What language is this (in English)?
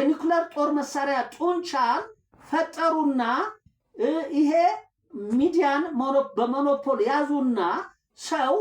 Amharic